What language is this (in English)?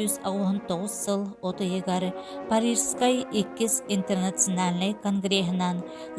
Yakut